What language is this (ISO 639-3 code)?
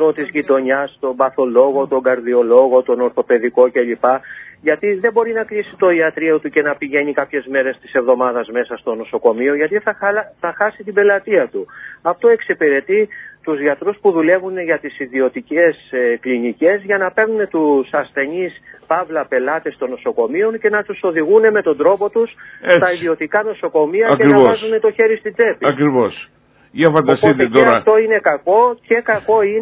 ell